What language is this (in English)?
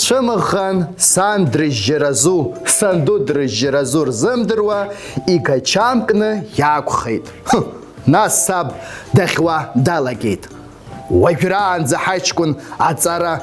Abkhazian